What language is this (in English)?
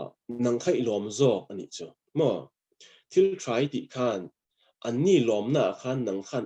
Mizo